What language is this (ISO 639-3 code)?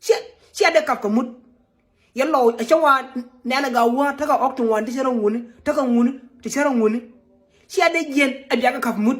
nus